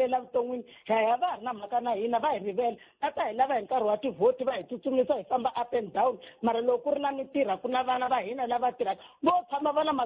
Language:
Tsonga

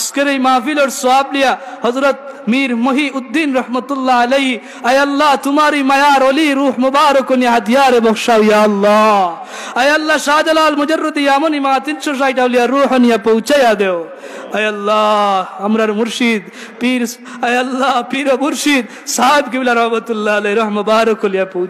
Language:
Sylheti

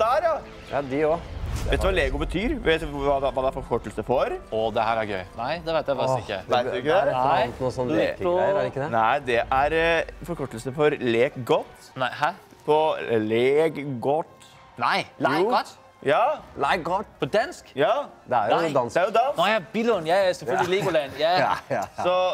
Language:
Norwegian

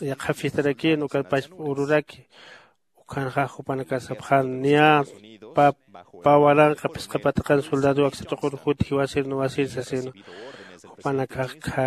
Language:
Aymara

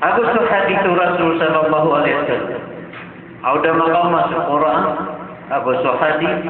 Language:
Maranao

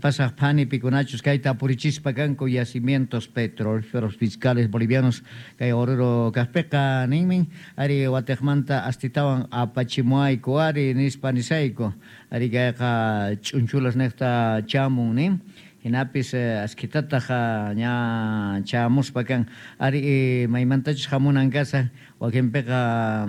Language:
South Bolivian Quechua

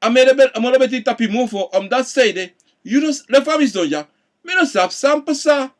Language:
Sranan Tongo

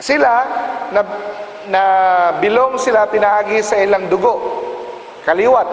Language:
Cebuano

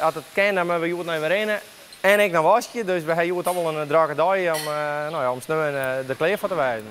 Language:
Western Frisian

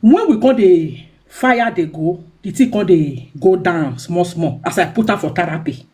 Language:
Nigerian Pidgin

